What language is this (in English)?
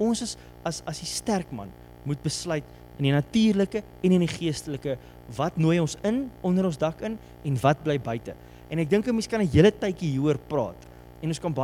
Afrikaans